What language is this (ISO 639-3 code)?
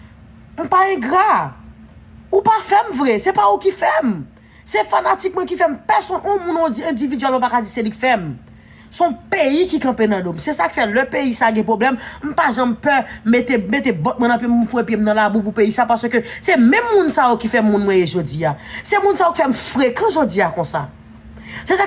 hat